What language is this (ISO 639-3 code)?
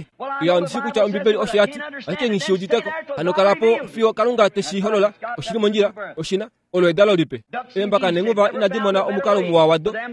kua